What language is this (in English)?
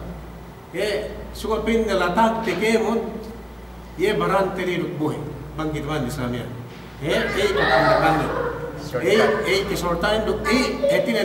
Yakan